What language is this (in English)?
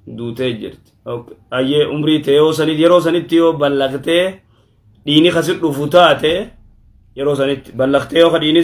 Oromo